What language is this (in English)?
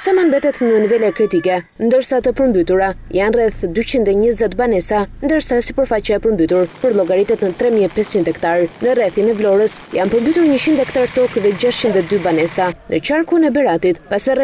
Albanian